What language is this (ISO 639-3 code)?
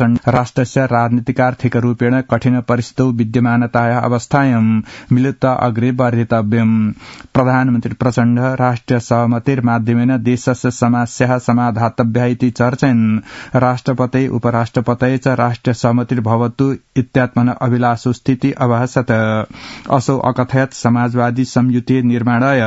san